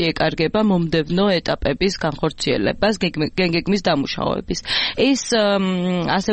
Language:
Georgian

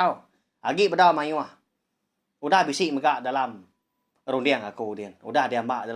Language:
Iban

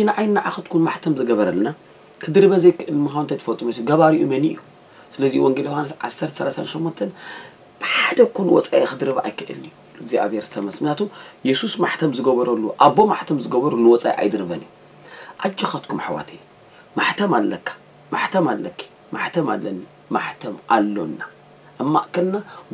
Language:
Tigrinya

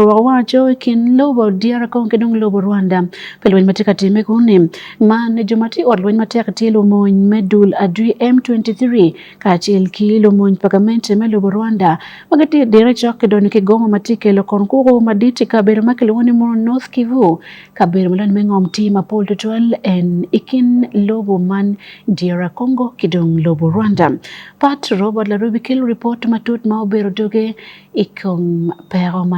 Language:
Acoli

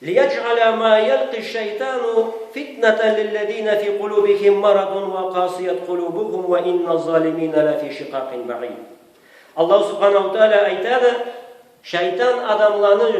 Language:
Karachay-Balkar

